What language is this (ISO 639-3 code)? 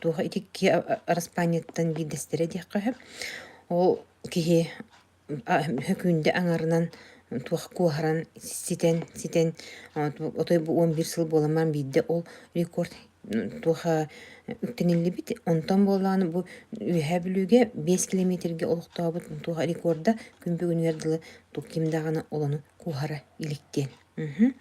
sah